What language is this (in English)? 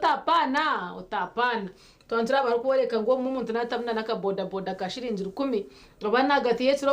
Nyankole